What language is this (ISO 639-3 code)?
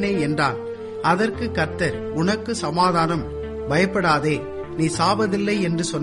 tam